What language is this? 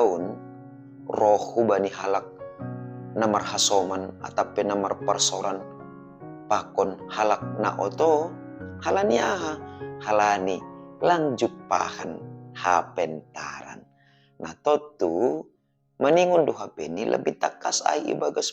Batak Simalungun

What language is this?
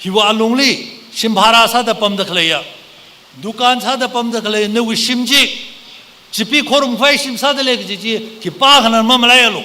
Tangkhul Naga (India)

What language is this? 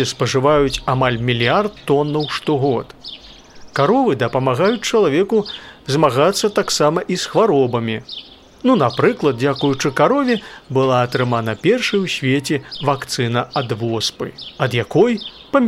Belarusian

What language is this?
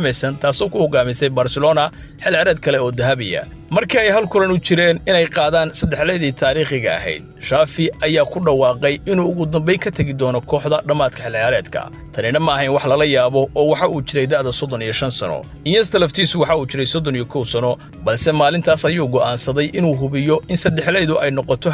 Somali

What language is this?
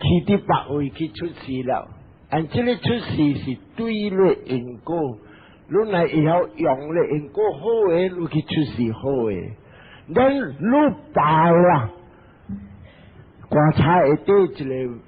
Min Nan Chinese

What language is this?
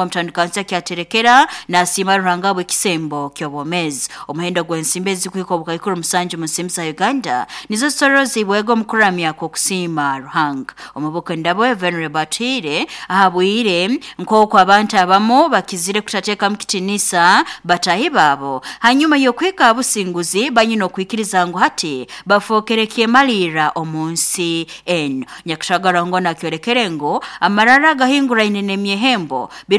Nyoro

